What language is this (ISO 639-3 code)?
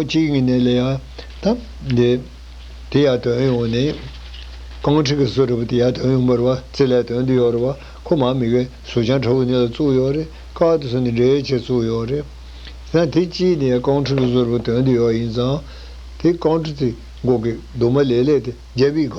bod